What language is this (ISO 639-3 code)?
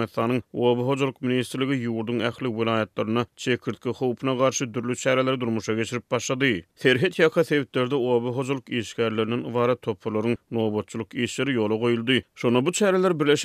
tuk